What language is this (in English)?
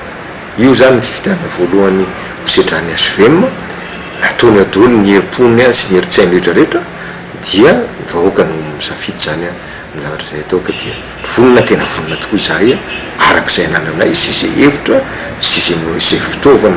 Malagasy